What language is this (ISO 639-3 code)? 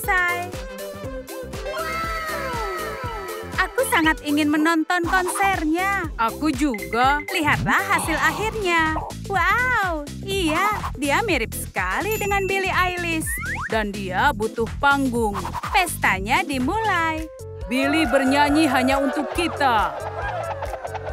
ind